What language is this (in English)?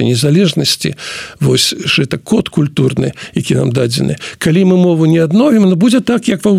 Belarusian